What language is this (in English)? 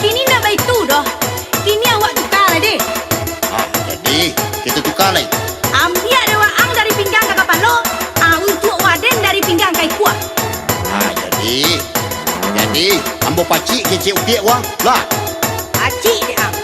Minangkabau